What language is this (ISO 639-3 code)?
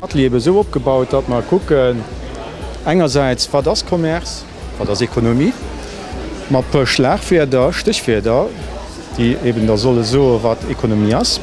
ltz